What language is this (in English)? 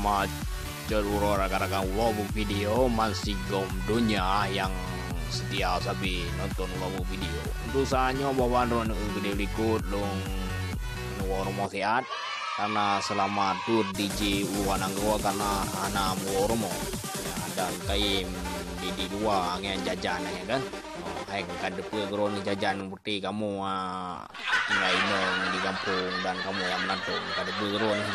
Achinese